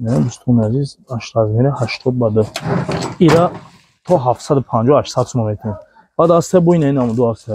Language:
Tajik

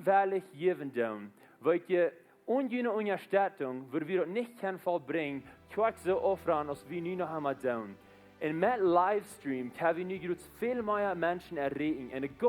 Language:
Plautdietsch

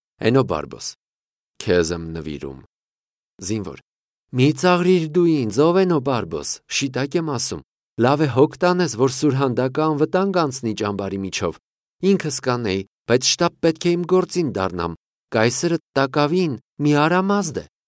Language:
Armenian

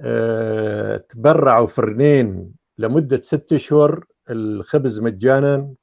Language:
North Levantine Arabic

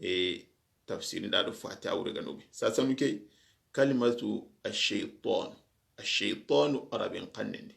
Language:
Soninke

